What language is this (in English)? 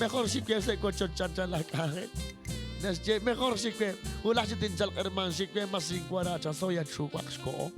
Kekchí